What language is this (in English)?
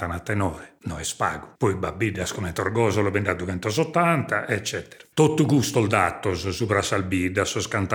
Sardinian